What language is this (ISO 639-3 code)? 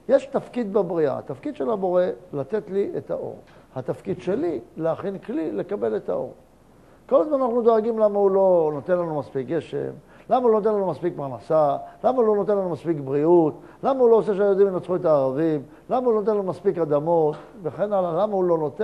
heb